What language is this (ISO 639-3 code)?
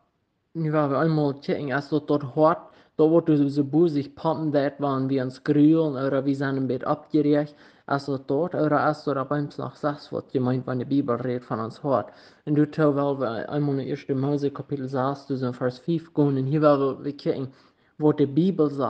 pdt